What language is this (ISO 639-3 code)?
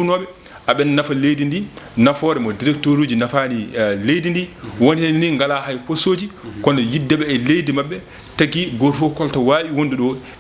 ful